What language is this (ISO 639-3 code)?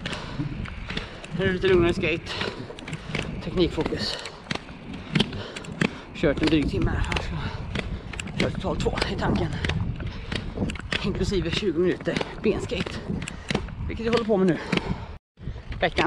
swe